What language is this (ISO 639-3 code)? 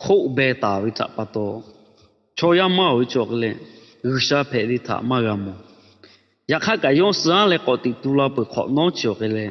lhu